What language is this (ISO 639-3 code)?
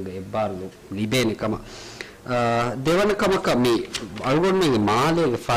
div